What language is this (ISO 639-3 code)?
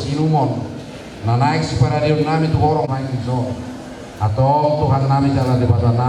bbc